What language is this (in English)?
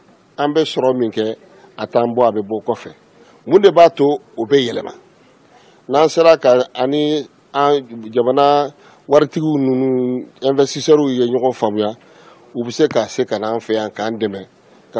Bambara